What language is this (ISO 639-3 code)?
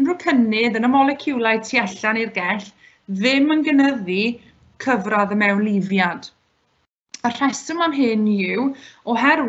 cym